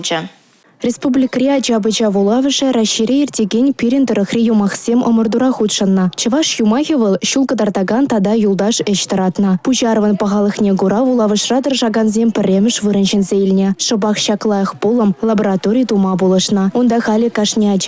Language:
Chuvash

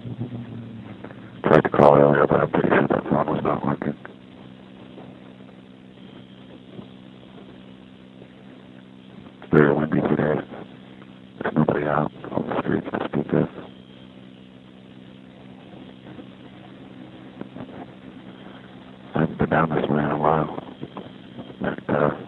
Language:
English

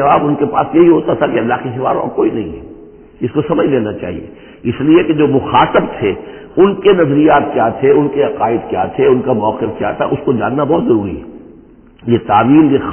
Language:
Urdu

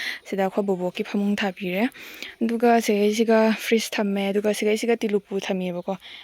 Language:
Manipuri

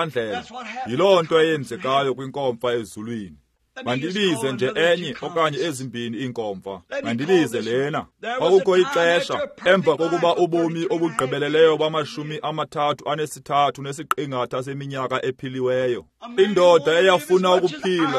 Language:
Xhosa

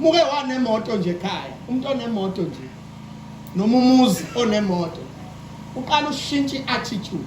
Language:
Zulu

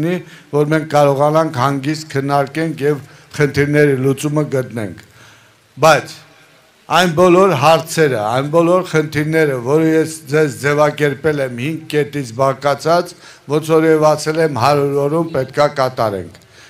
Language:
Armenian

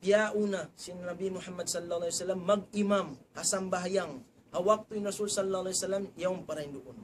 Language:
Tausug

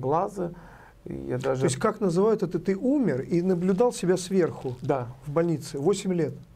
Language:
Russian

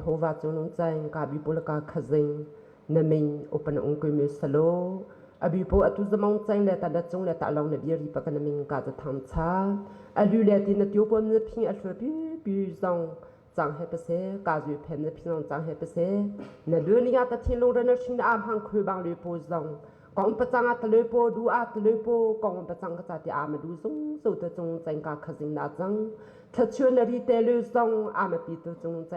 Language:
Hakha Chin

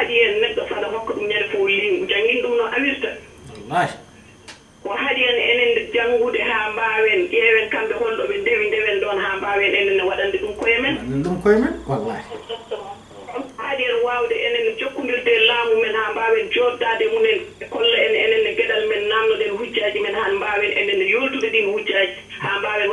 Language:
Fula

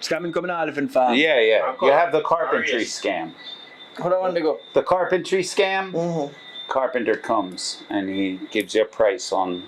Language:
Jamaican Creole English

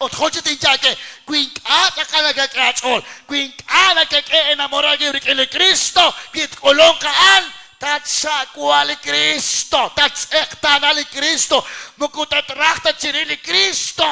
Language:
Kekchí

